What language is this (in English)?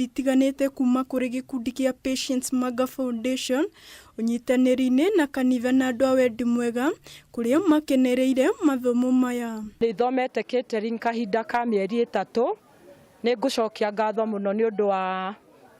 Kikuyu